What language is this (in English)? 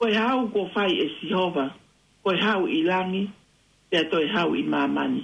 Tongan